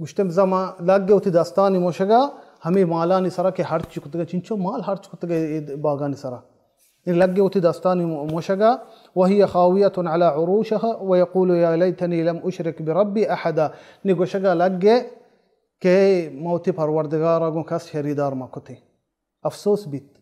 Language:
Baluchi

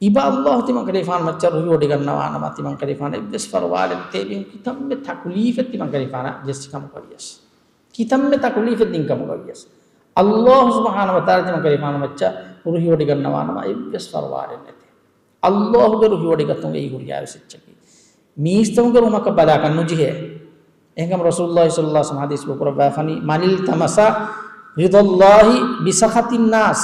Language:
Divehi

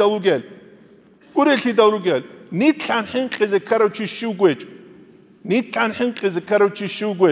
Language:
Avaric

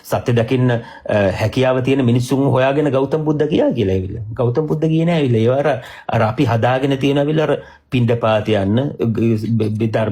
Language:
Sinhala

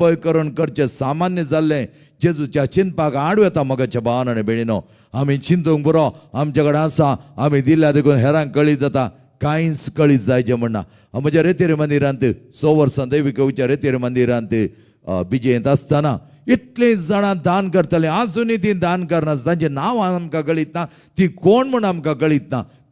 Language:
Konkani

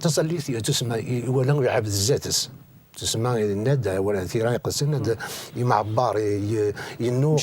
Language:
Kabyle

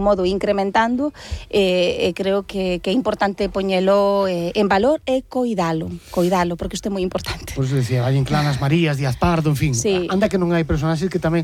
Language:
Galician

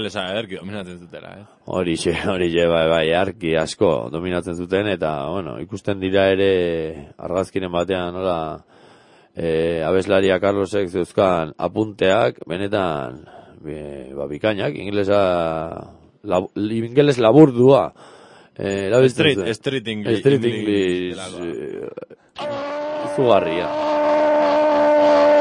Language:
Basque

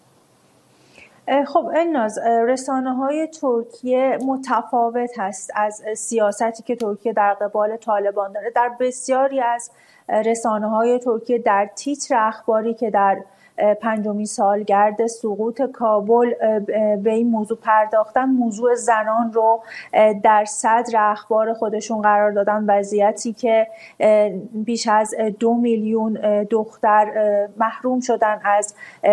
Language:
Persian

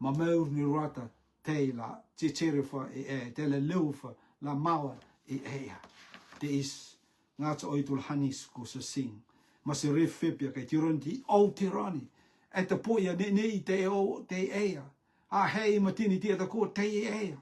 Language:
Rotuman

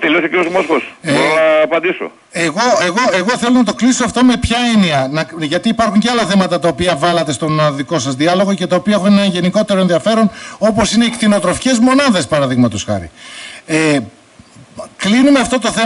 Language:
Greek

